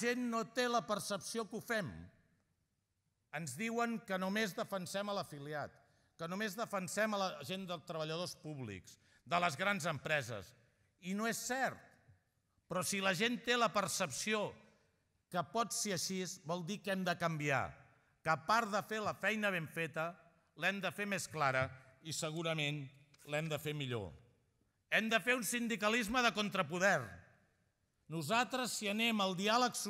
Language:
Catalan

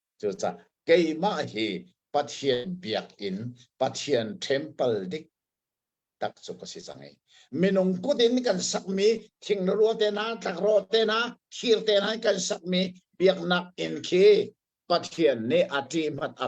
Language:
Hakha Chin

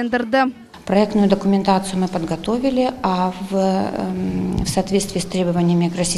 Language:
Crimean Tatar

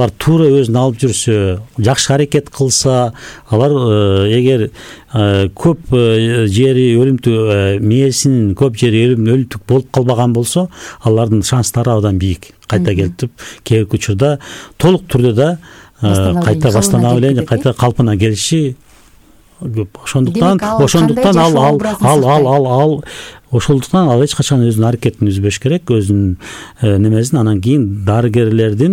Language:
Kyrgyz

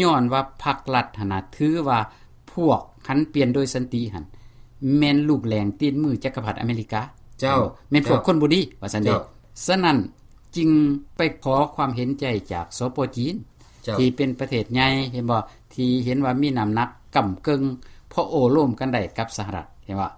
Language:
Lao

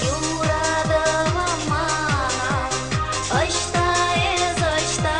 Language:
Chuvash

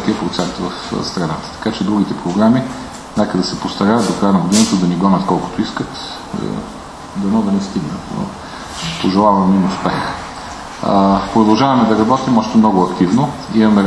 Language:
Bulgarian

